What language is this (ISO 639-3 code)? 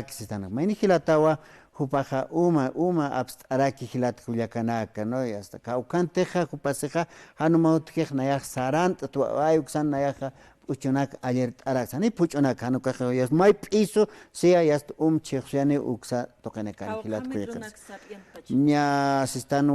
aym